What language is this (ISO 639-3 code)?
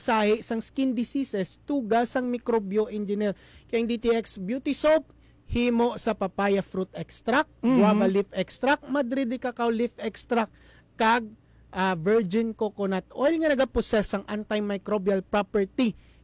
hil